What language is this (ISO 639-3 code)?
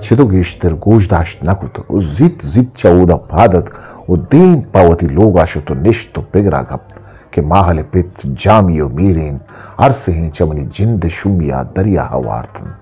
bgp